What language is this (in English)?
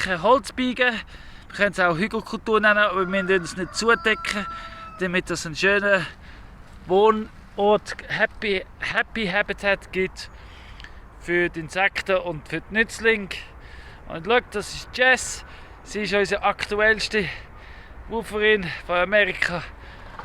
Swiss German